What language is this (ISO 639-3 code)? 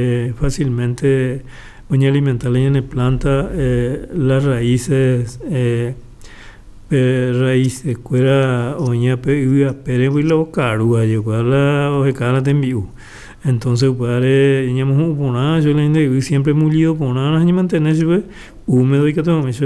grn